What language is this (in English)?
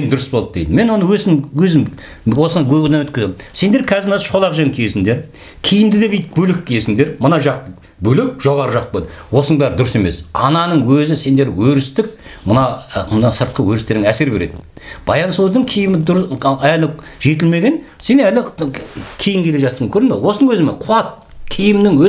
Kazakh